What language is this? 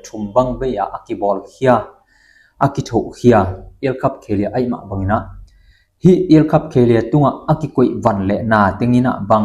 Tedim Chin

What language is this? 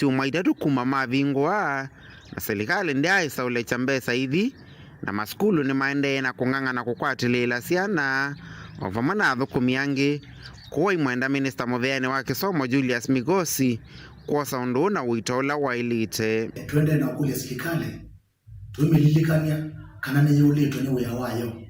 Kamba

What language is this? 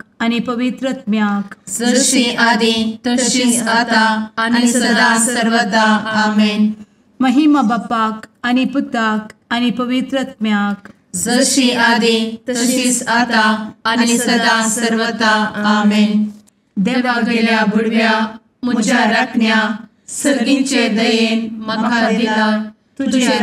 Konkani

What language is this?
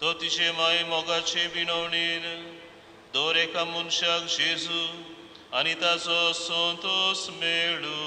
Konkani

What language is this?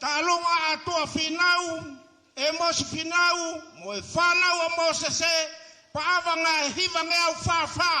Tongan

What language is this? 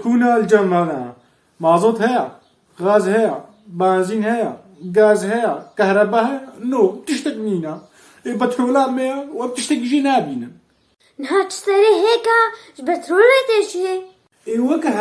Kurdish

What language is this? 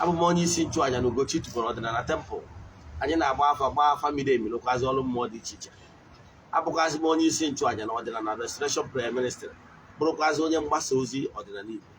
Igbo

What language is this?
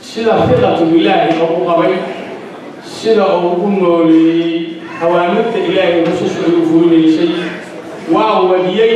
Somali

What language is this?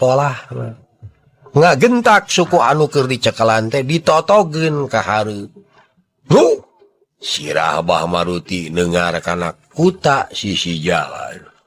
Sundanese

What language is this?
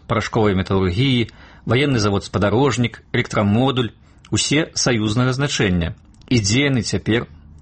Belarusian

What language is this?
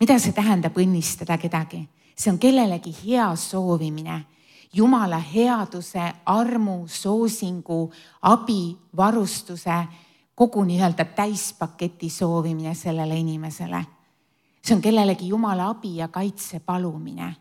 Estonian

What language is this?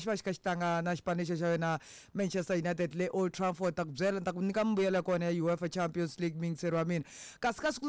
Tsonga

